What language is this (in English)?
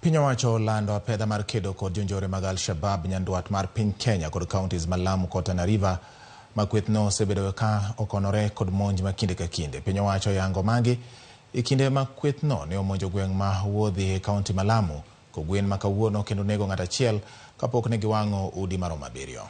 Luo (Kenya and Tanzania)